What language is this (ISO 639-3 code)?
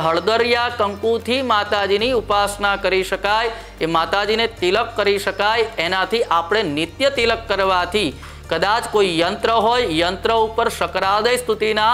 guj